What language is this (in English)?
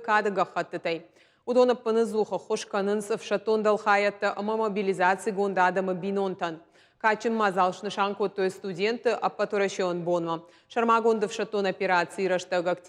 Ossetic